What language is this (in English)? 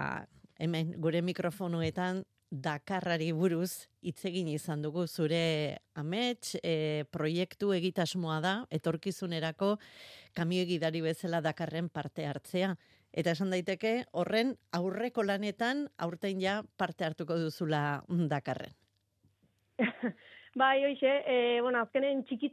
Basque